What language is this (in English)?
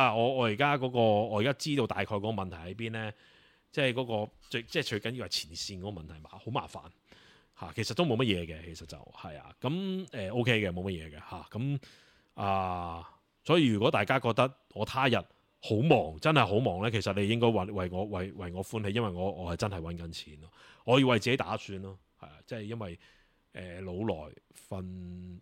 Cantonese